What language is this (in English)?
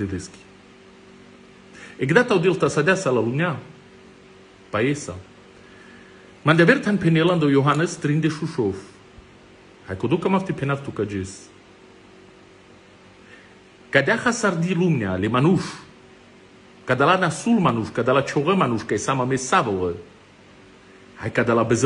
Romany